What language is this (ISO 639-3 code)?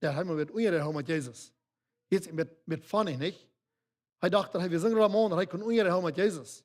pdt